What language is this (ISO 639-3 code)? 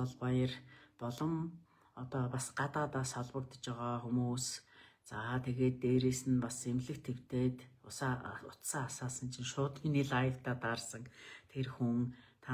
mon